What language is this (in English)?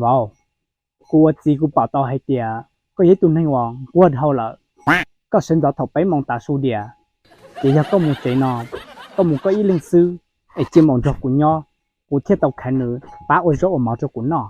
Hmong